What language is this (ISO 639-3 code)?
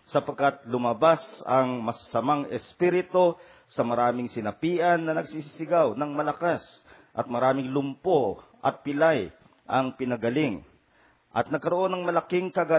fil